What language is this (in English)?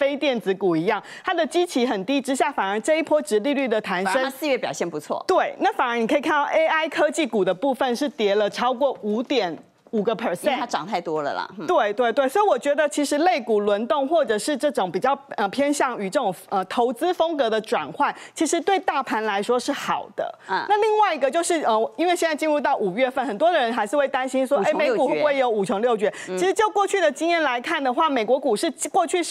Chinese